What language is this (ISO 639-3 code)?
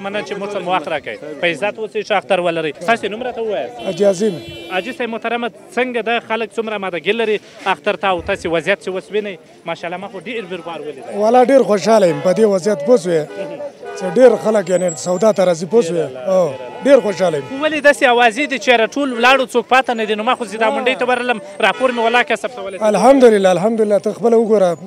pus